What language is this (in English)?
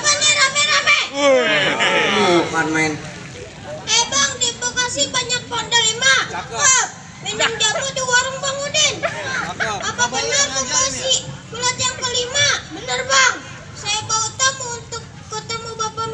Betawi